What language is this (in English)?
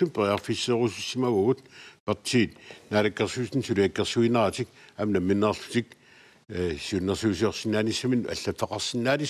Kalaallisut